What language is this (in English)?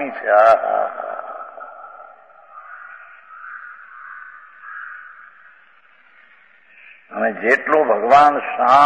Gujarati